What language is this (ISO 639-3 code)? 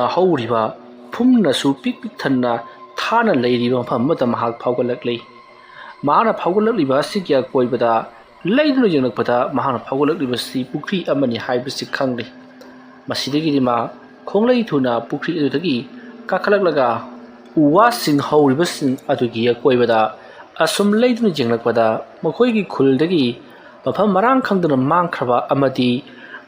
mni